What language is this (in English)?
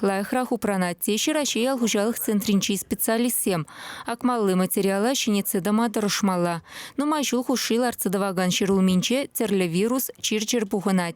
Chuvash